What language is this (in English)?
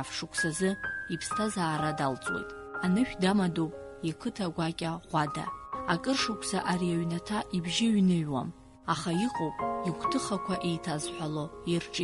Abkhazian